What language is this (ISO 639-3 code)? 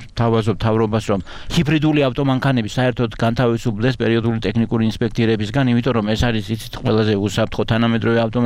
kat